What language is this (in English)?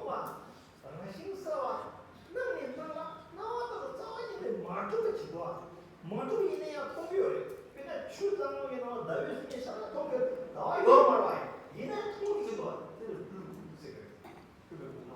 Tibetan